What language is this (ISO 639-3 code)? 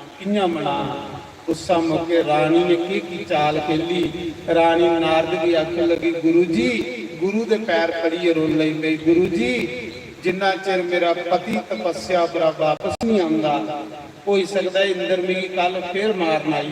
doi